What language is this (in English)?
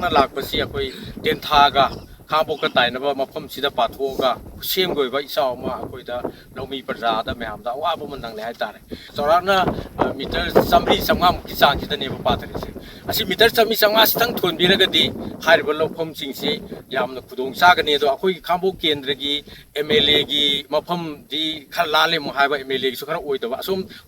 Manipuri